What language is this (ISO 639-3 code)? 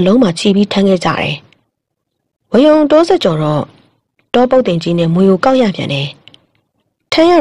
mya